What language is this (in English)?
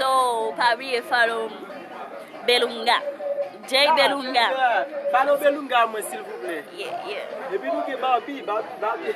Haitian Creole